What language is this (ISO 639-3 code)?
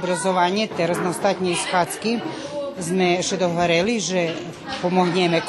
rue